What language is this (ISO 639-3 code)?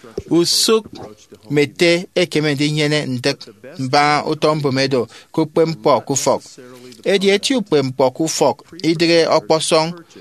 efi